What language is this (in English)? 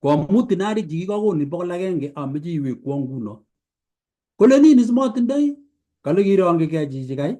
Kalenjin